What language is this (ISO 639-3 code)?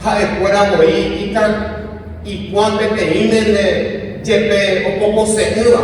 grn